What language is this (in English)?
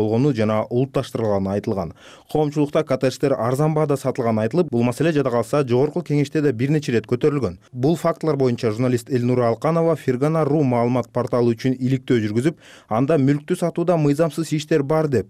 Kyrgyz